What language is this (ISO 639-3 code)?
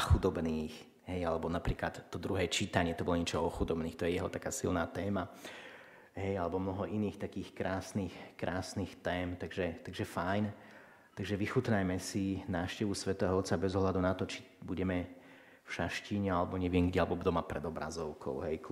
slk